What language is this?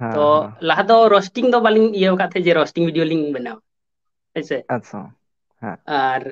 Santali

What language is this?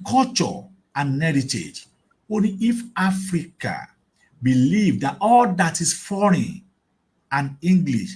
Yoruba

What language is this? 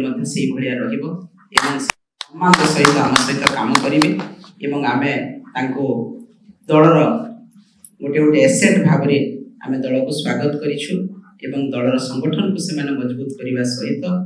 Odia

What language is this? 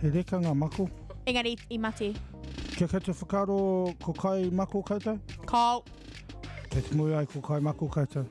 Māori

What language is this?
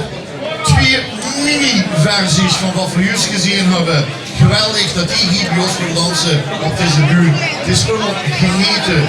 Limburgish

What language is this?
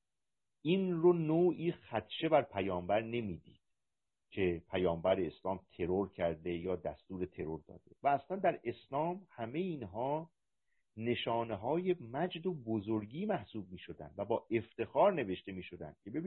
Persian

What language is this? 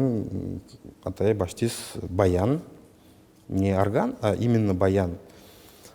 Udmurt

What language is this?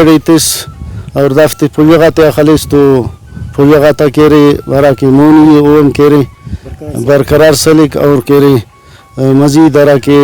Brahui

